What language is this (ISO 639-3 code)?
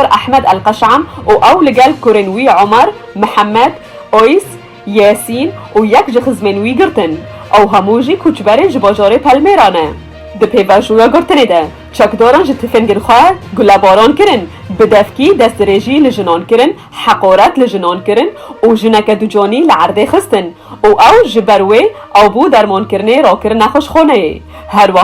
kur